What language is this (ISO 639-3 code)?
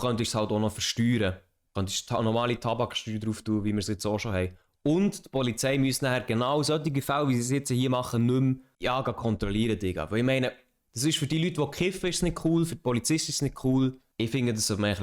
gsw